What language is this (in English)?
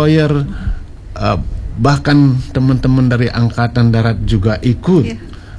Indonesian